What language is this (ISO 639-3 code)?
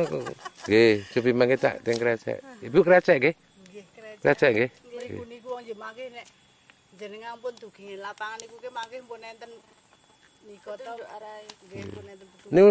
jav